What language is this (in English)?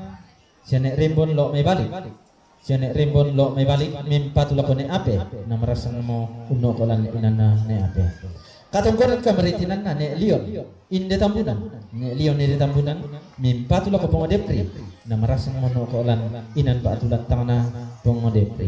Toraja-Sa'dan